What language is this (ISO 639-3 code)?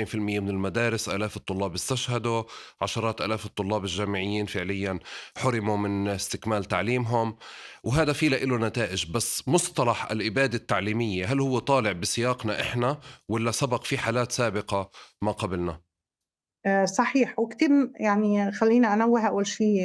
apc